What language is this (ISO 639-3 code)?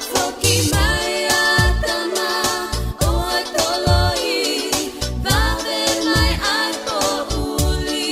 ton